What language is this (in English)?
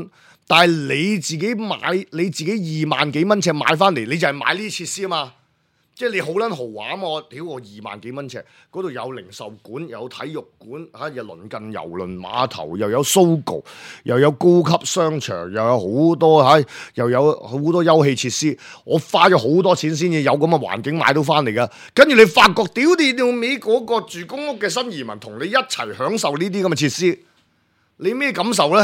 Cantonese